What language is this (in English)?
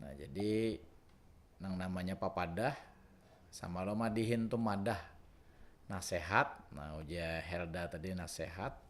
Banjar